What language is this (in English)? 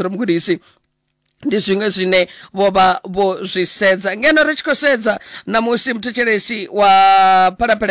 Venda